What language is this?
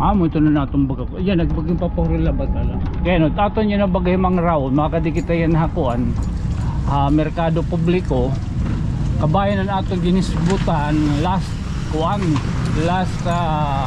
Waray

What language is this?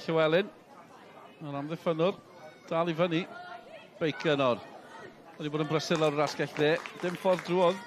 Welsh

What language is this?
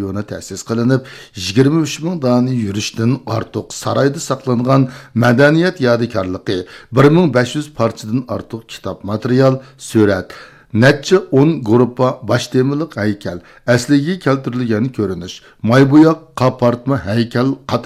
Uyghur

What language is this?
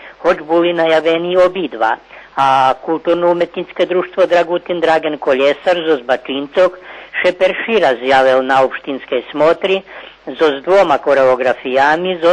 Rusyn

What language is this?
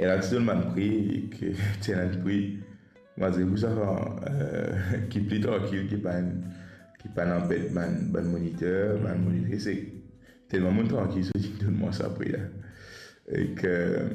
Morisyen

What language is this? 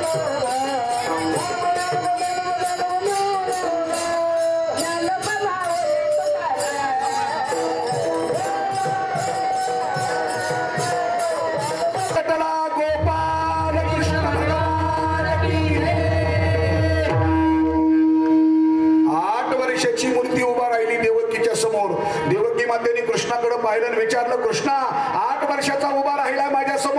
Marathi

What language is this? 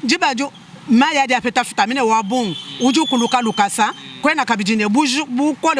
Luba-Lulua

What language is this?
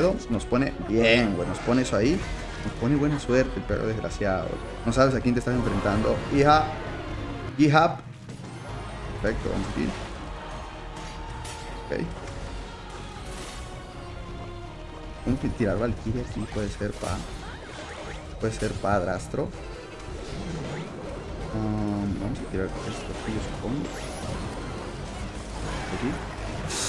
Spanish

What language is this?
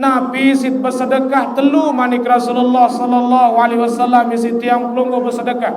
Sasak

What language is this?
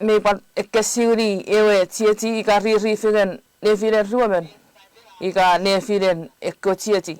Chuukese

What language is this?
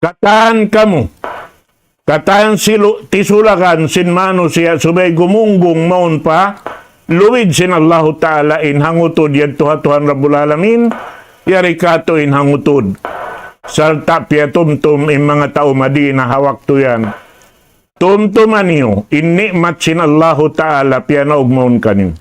Tausug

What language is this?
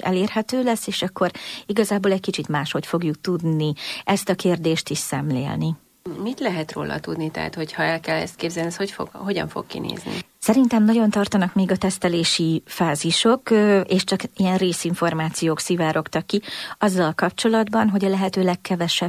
Hungarian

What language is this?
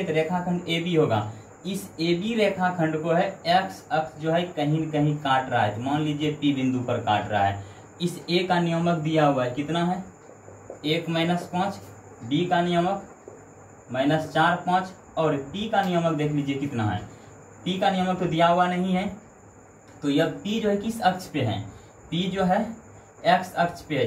Hindi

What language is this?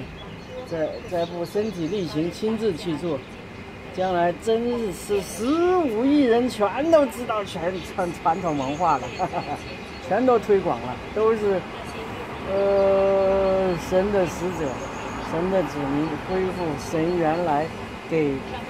Chinese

